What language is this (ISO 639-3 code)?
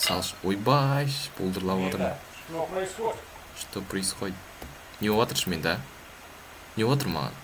kaz